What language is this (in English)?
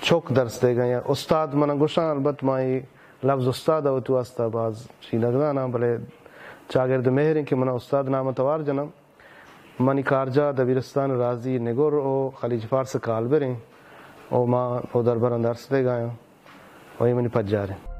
Baluchi